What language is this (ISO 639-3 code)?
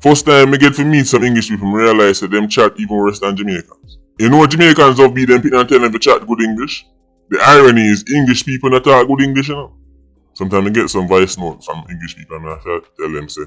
jam